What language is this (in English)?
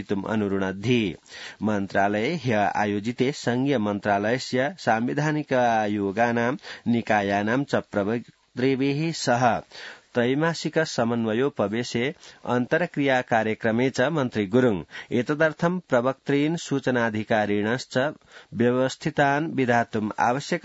Sanskrit